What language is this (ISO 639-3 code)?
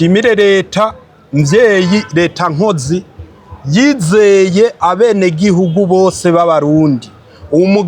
run